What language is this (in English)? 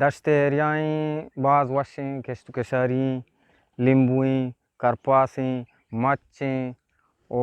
Eastern Balochi